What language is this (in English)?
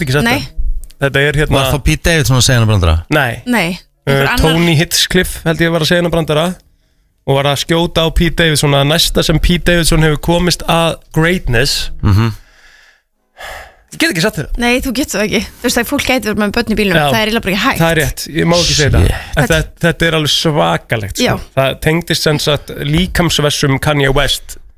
Icelandic